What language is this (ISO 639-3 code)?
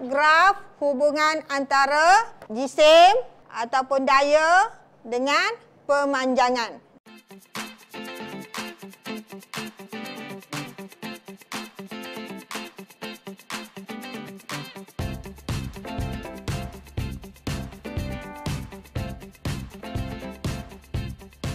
msa